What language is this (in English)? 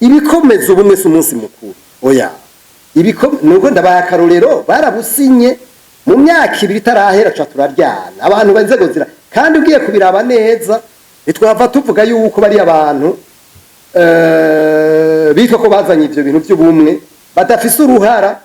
Rundi